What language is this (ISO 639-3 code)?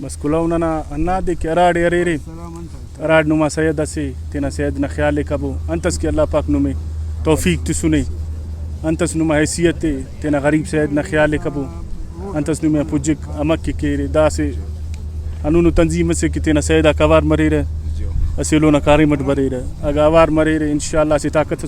brh